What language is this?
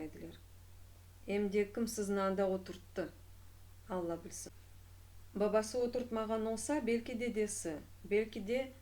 Crimean Tatar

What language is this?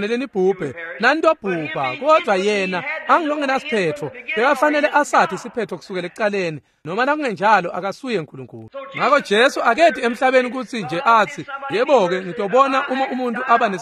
Swati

